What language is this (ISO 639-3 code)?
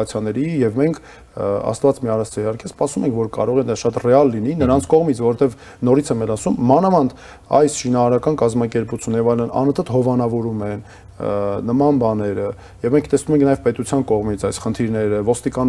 hye